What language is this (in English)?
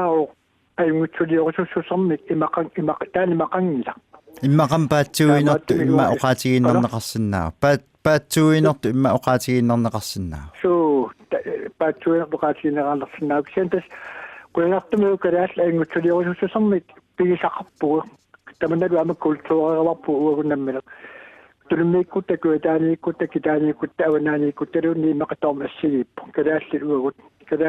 Kalaallisut